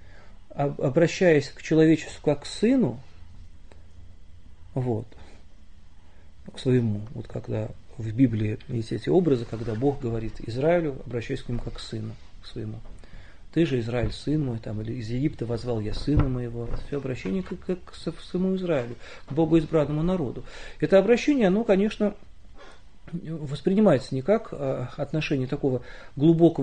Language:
Russian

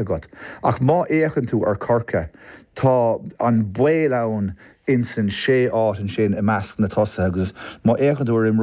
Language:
Irish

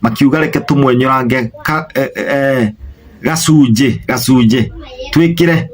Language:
Kikuyu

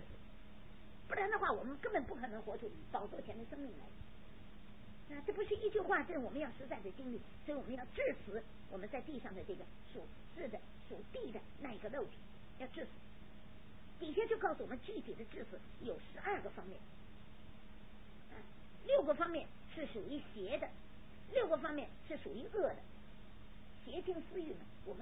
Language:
Chinese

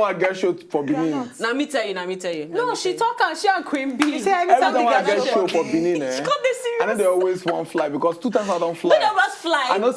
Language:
Nigerian Pidgin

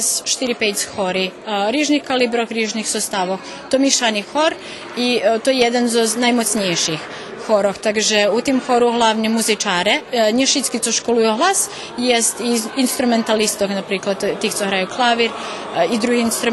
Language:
Rusyn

